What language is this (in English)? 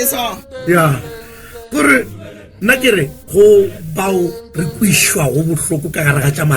Northern Sotho